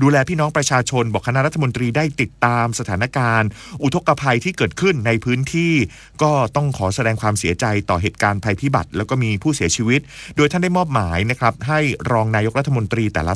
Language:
Thai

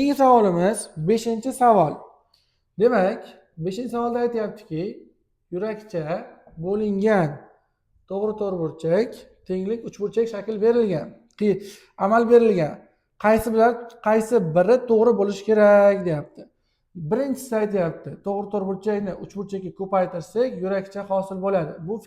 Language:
Uzbek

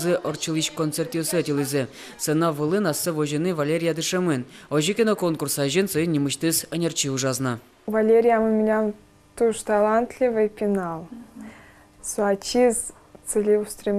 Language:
Udmurt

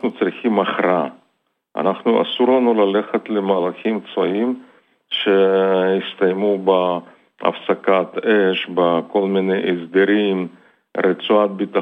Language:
Hebrew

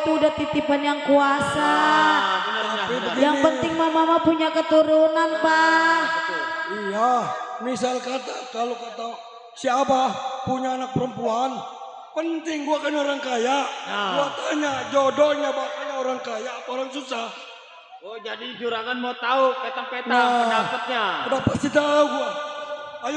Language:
Betawi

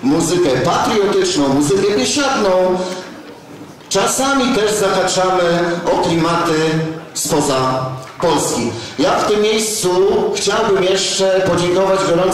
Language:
Polish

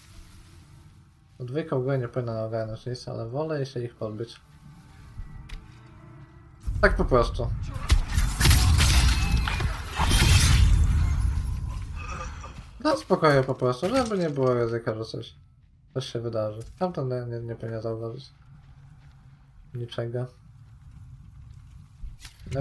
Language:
Polish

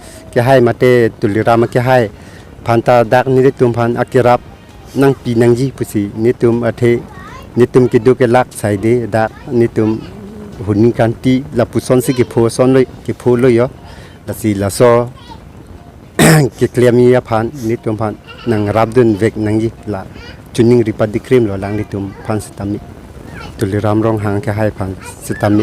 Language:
Karbi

